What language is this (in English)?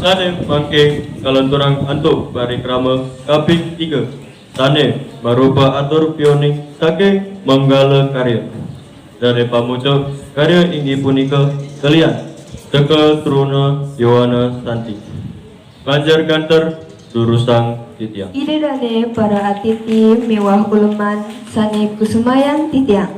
Balinese